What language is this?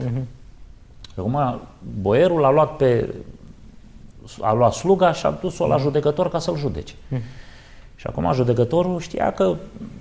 Romanian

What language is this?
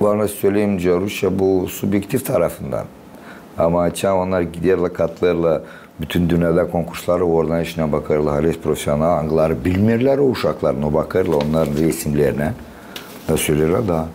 Gagauz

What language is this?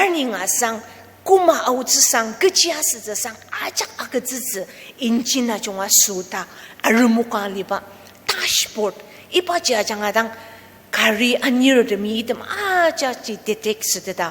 Ao Naga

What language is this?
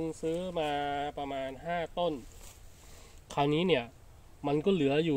Thai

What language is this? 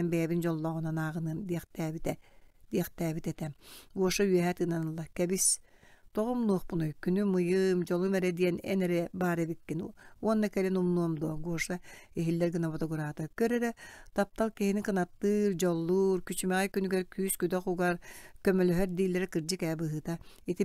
Yakut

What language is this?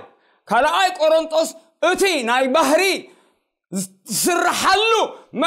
Tigrinya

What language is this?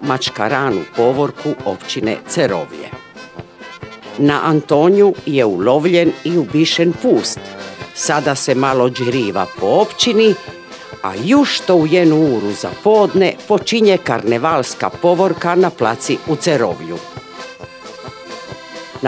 Croatian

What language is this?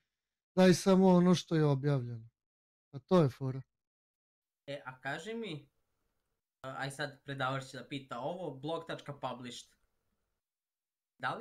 Serbian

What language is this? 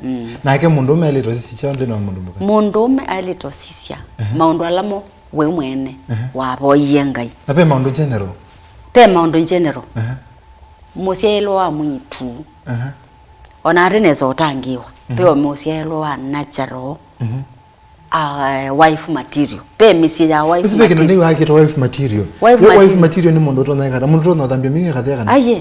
Kamba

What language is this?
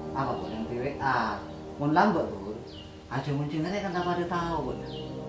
Madurese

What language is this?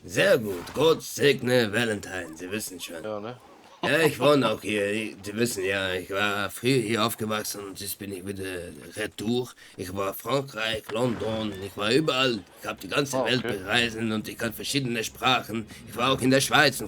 Swiss German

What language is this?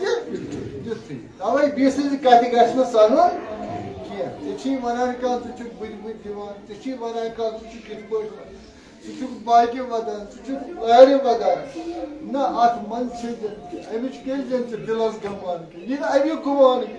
Kashmiri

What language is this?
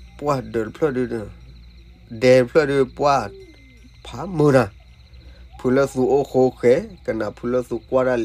S'gaw Karen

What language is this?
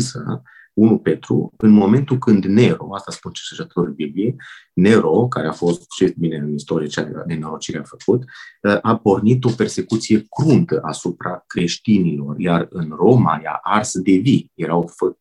Romanian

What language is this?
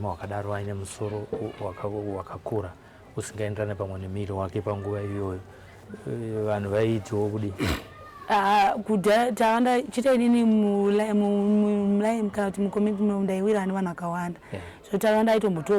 Shona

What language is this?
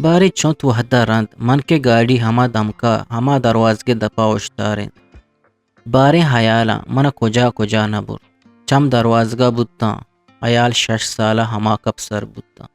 Eastern Balochi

